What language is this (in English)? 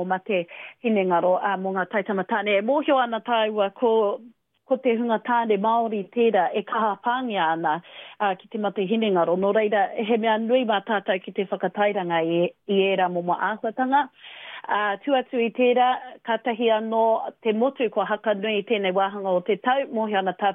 Māori